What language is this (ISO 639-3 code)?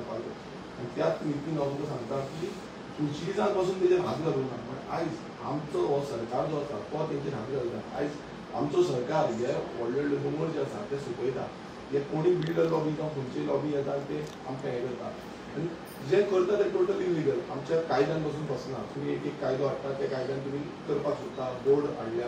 kok